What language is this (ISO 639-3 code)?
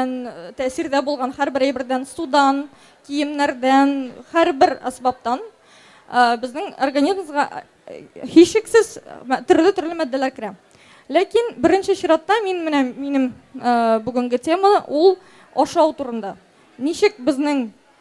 tat